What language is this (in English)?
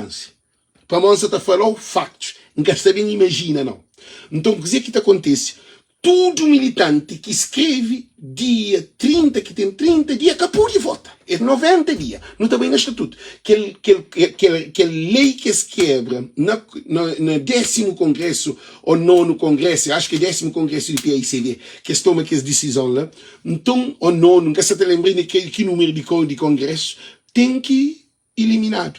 Kabuverdianu